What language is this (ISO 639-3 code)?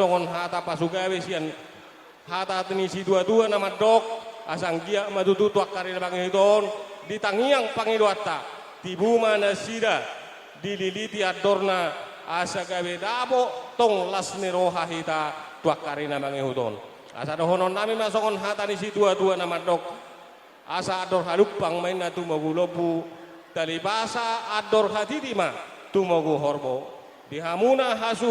bbc